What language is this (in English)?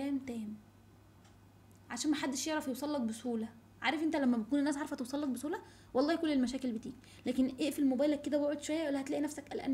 Egyptian Arabic